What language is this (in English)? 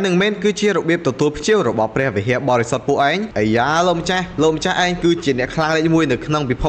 Khmer